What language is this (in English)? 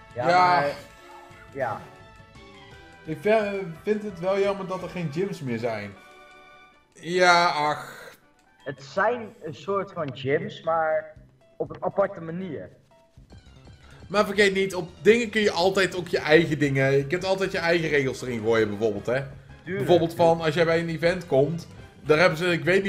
Dutch